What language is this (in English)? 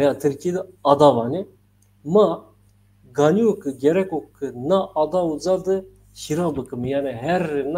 Zaza